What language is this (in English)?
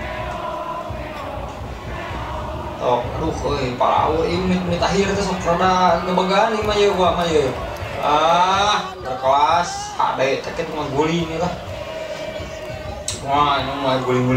Sundanese